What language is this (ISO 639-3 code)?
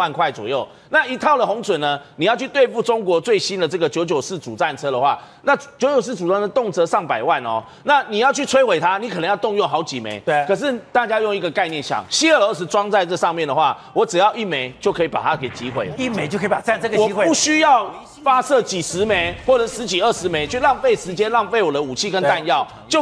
zho